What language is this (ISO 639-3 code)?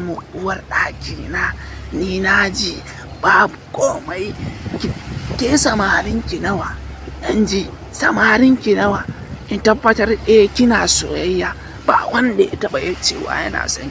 hau